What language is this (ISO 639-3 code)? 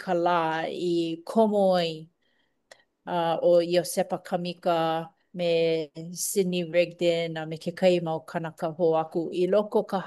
haw